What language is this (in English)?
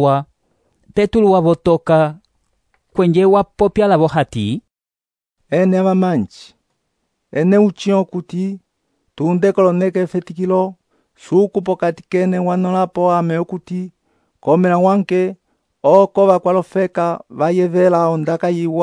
Umbundu